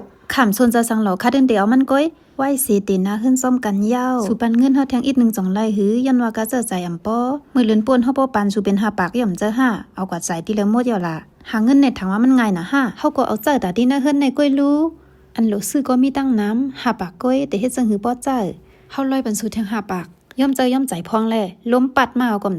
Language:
Shan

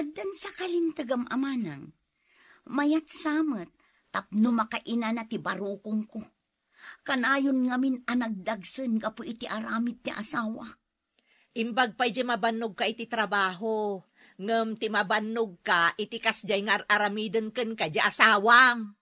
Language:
Iloko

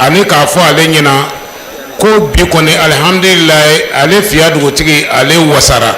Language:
Bambara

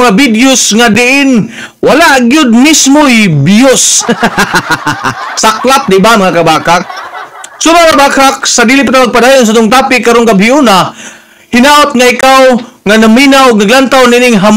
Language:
Cebuano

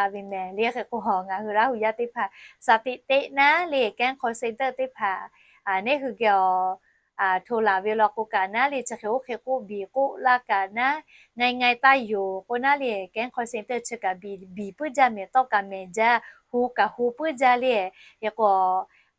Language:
Lahu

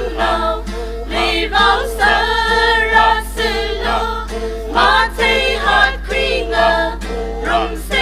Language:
Tangkhul Naga (India)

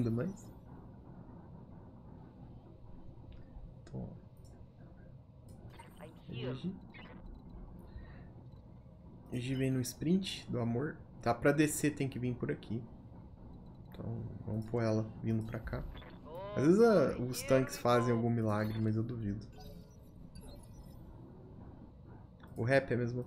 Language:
Portuguese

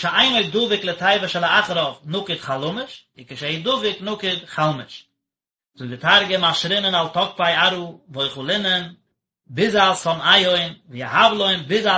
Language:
Yiddish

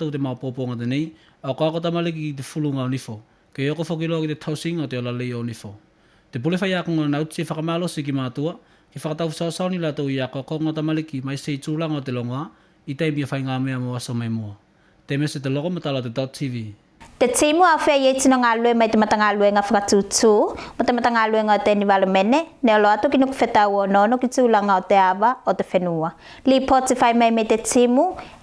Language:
Tuvalu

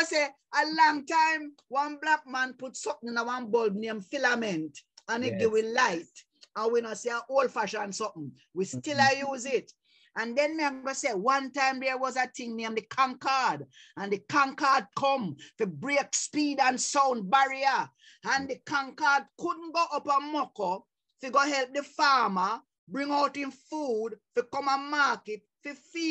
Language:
Jamaican Creole English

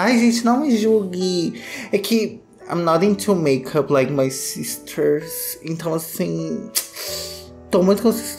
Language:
Portuguese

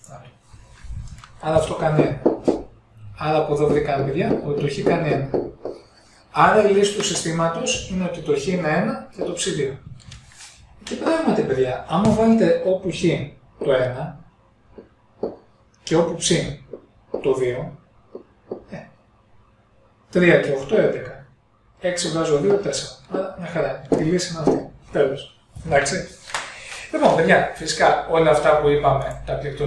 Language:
Greek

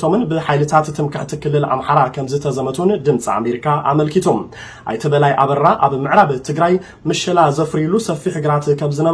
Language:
Tigrinya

